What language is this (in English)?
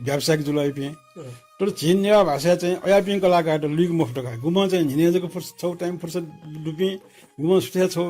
Newari